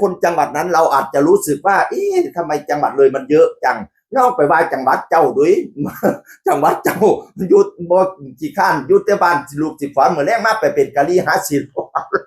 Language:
Northeastern Thai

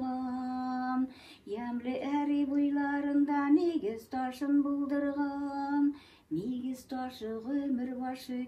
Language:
Bashkir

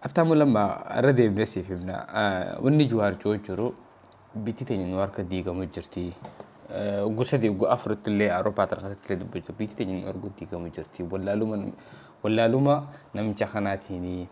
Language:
Oromo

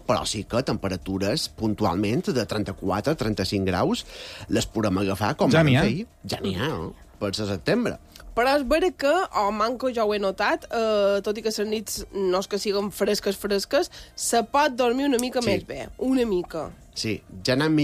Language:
Catalan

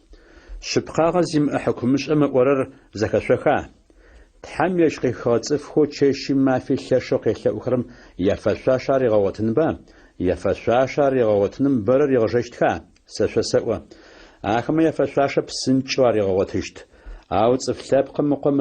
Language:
Adyghe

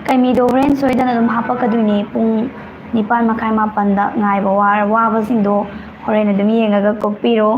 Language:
Manipuri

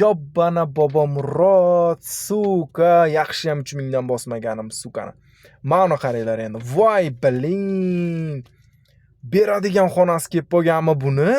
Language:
Uzbek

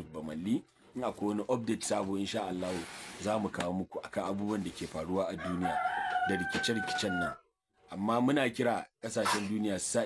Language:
Hausa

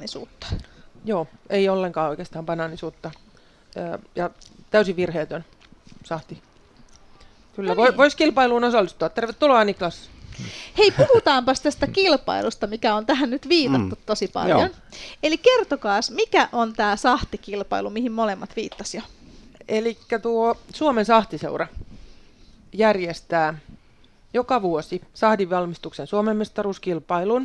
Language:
Finnish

